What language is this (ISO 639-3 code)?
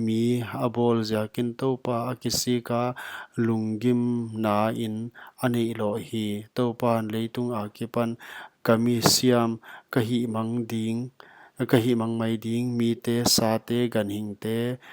pck